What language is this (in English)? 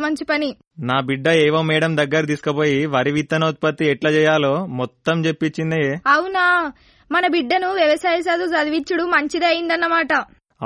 Telugu